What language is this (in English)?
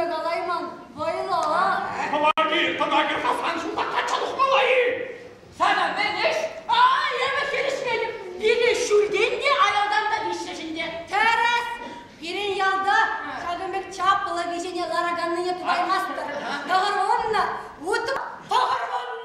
Chuvash